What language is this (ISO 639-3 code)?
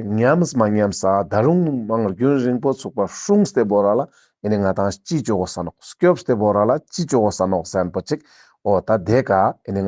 lbj